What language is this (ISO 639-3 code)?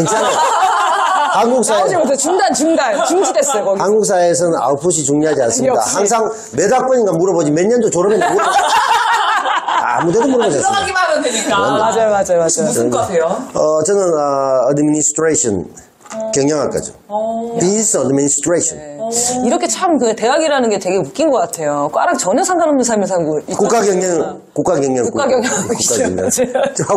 kor